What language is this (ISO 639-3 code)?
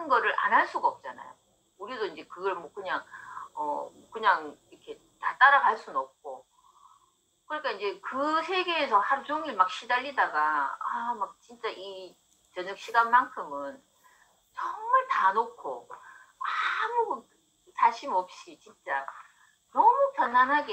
kor